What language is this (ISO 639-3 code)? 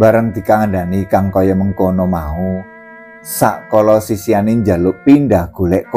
jav